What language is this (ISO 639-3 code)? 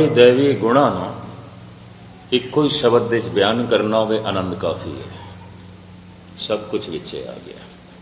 pan